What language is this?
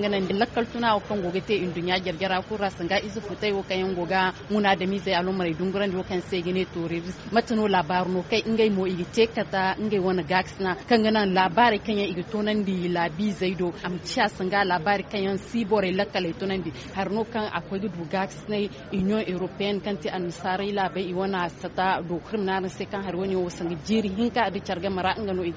Zarma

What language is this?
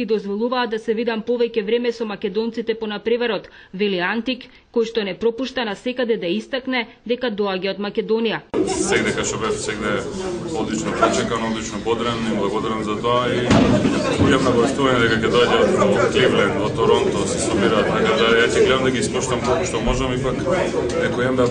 Macedonian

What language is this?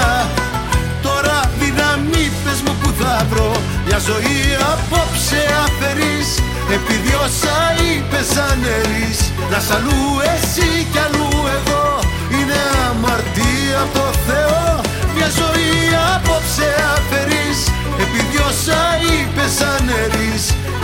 Greek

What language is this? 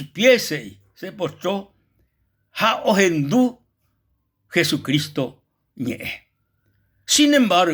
Guarani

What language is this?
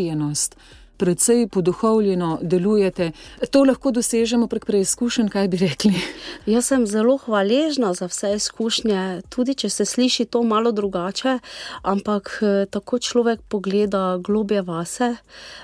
Slovenian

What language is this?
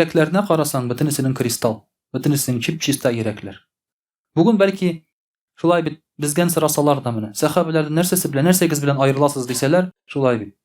Tatar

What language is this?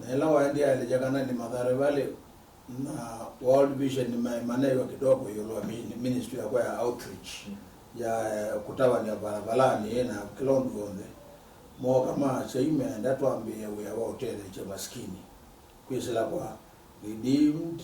Kamba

